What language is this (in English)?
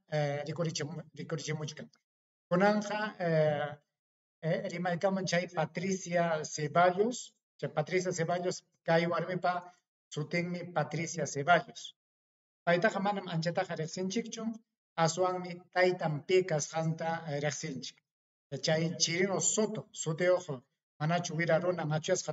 Ayacucho Quechua